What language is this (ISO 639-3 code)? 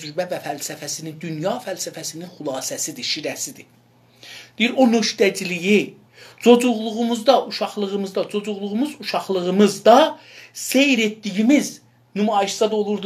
azb